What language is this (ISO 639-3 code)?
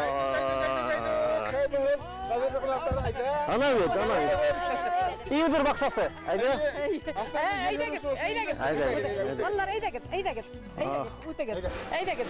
bak